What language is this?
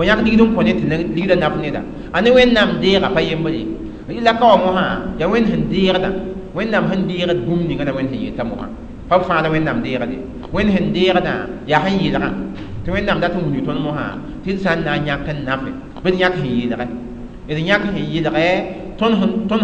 Mossi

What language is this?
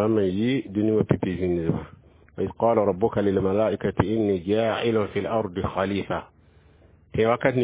Mossi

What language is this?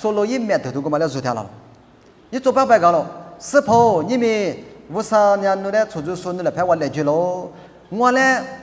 Lisu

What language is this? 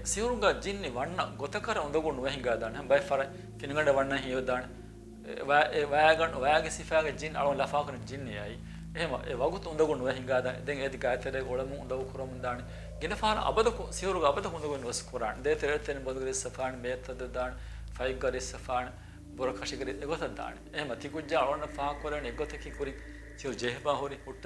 Divehi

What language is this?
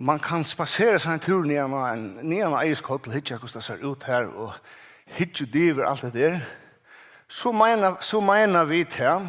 Faroese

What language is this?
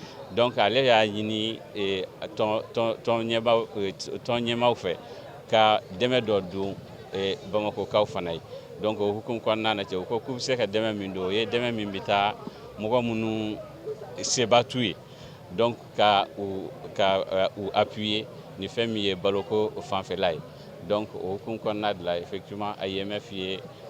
Bambara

